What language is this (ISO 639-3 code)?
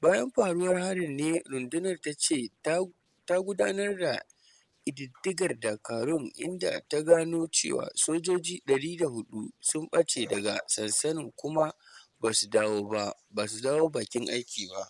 hau